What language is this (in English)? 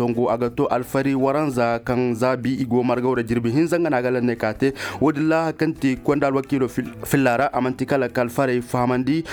Koyraboro Senni